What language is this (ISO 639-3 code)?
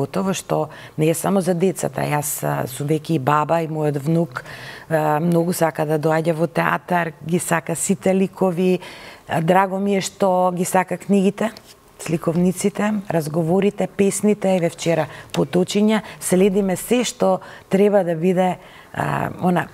mkd